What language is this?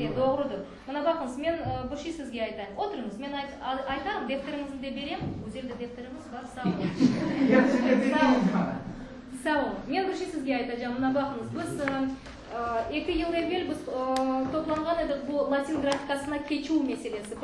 Crimean Tatar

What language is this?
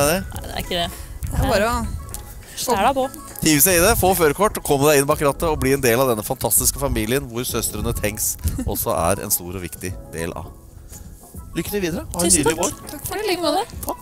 Norwegian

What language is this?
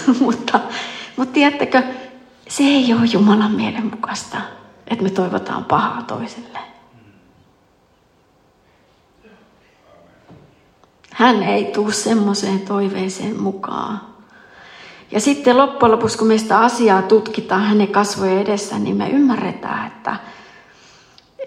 Finnish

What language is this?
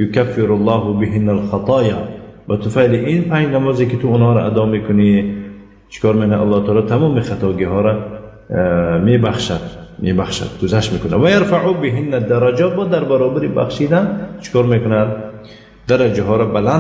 Tajik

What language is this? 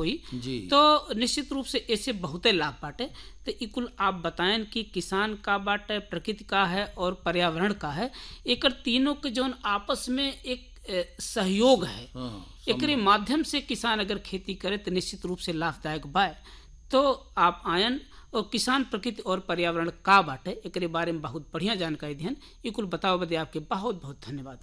Bhojpuri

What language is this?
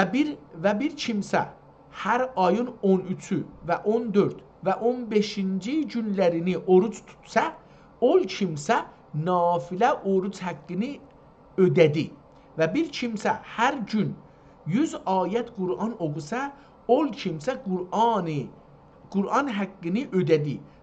South Azerbaijani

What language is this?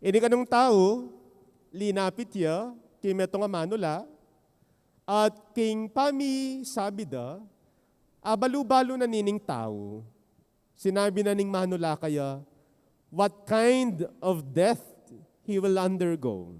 Pampanga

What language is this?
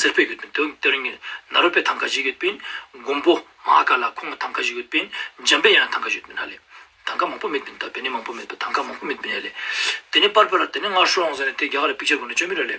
Ladakhi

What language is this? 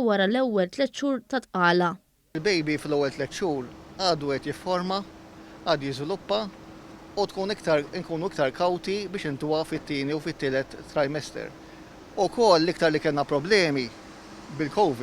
Maltese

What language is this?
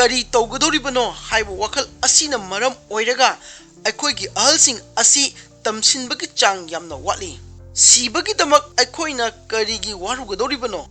Manipuri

